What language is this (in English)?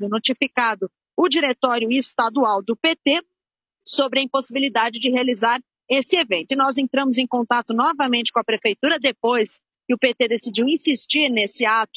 Portuguese